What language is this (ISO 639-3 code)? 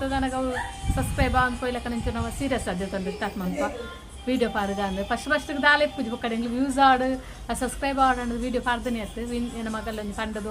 tcy